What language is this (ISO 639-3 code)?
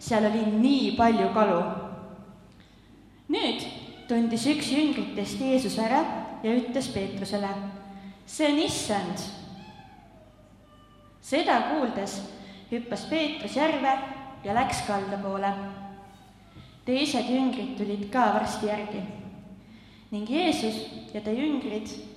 est